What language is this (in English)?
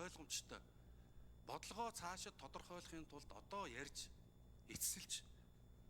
Mongolian